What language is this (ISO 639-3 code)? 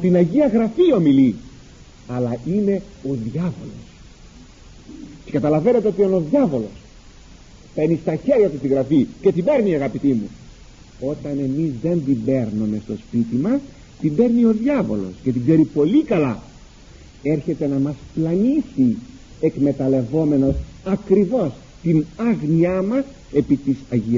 ell